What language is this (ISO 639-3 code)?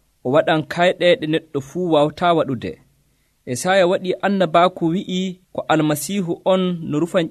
fuv